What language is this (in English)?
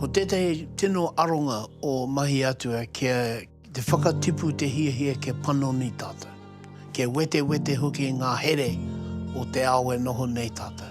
Māori